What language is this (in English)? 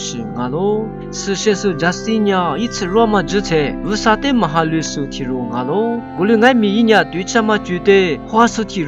Lisu